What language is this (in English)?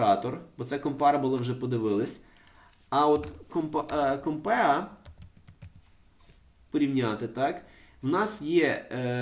Ukrainian